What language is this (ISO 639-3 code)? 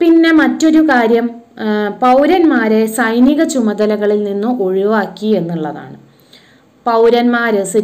mal